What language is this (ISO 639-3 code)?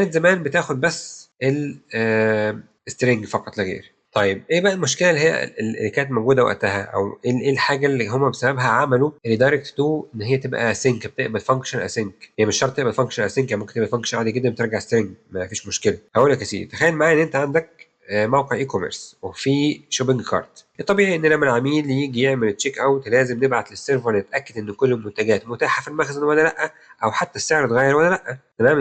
arz